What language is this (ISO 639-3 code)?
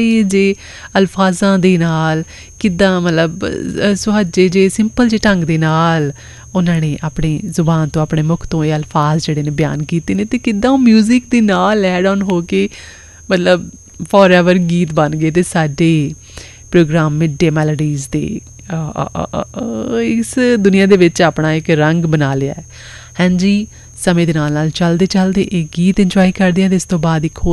pan